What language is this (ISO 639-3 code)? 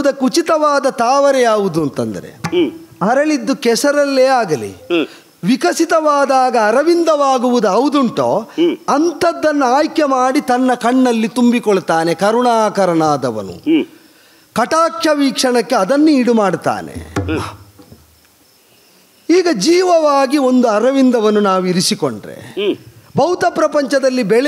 kan